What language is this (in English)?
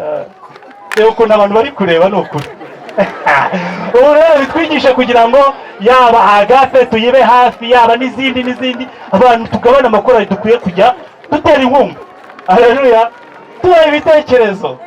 Kinyarwanda